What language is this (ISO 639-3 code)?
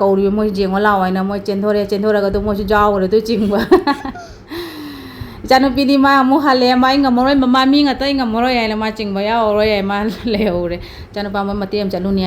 mni